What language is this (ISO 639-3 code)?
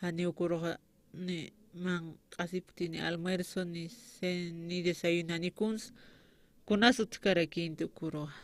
aym